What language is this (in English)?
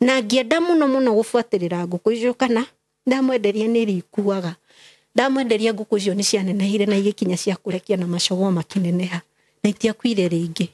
Kikuyu